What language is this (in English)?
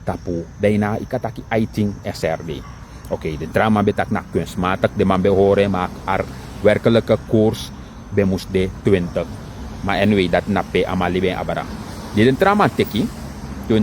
Sranan Tongo